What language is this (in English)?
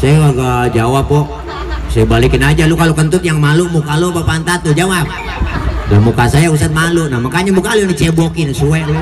Betawi